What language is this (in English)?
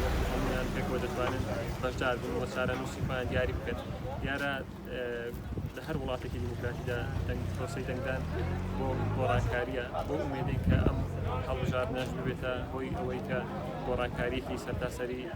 Central Kurdish